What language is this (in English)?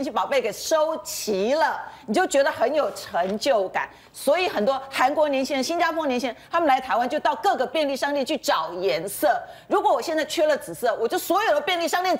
Chinese